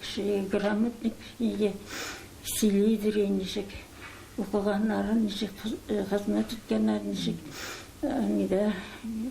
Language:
Bashkir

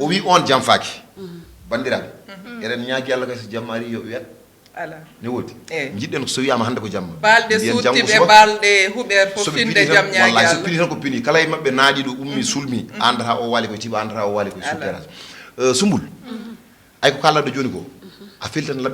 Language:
Fula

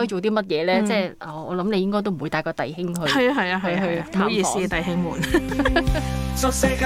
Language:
Cantonese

